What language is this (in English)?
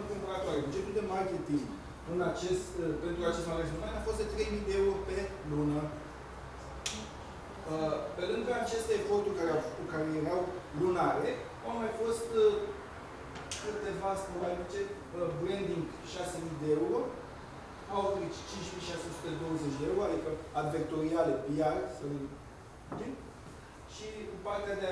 Romanian